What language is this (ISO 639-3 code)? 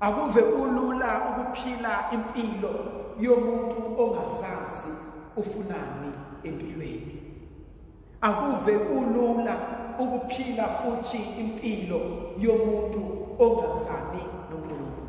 zul